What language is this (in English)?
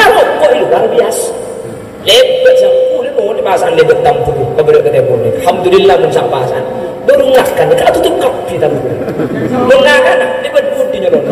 Madurese